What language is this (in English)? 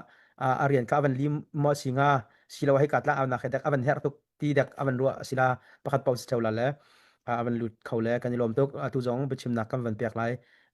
Hakha Chin